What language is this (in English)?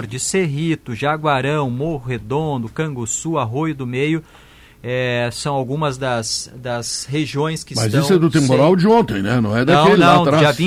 Portuguese